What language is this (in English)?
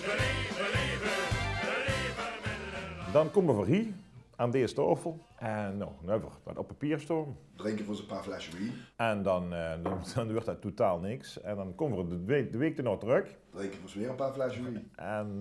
Limburgish